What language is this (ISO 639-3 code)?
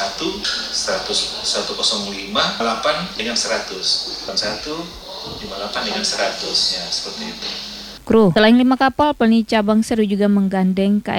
ind